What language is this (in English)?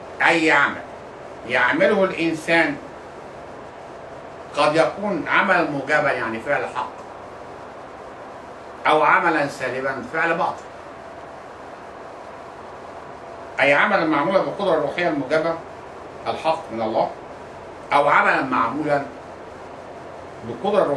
Egyptian Arabic